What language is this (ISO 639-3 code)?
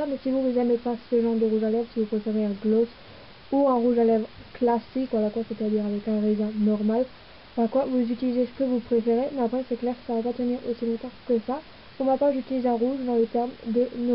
fra